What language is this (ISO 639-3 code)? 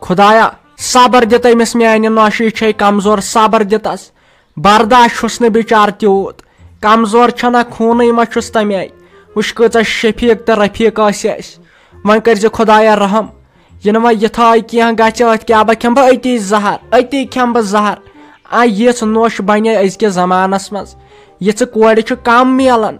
kas